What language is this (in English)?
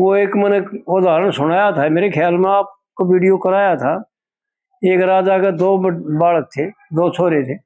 Haryanvi